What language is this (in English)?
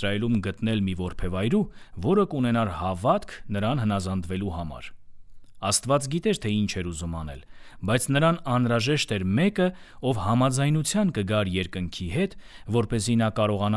Armenian